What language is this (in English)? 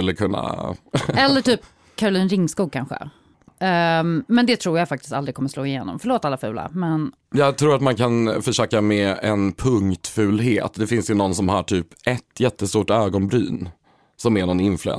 Swedish